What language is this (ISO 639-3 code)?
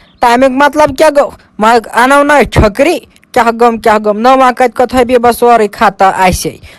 kas